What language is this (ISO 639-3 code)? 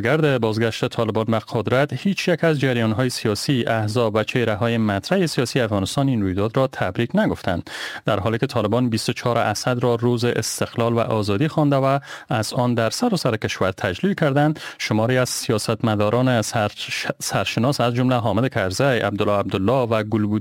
fas